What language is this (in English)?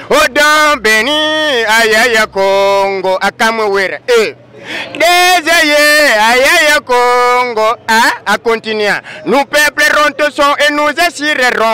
Lingala